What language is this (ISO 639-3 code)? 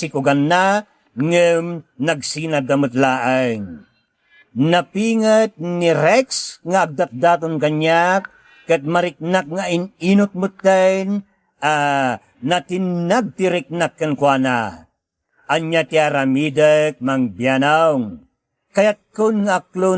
ilo